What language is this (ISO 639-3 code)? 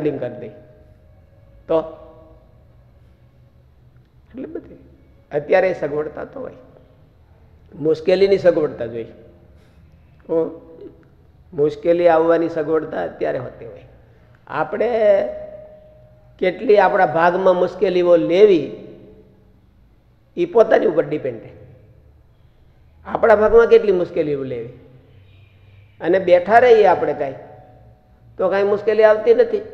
guj